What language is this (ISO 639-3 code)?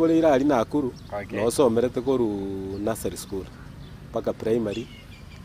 guz